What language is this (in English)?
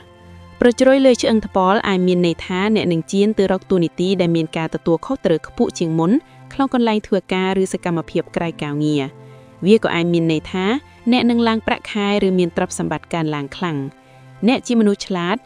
Khmer